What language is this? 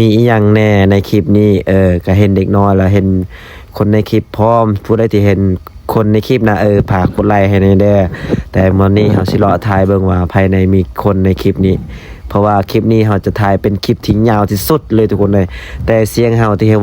Lao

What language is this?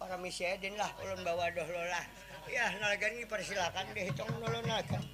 Banjar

